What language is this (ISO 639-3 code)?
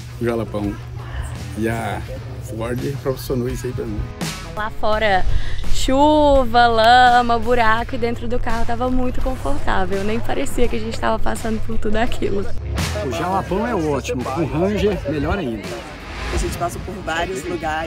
por